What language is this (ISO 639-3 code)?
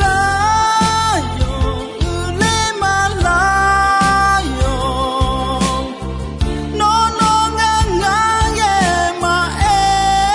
ahk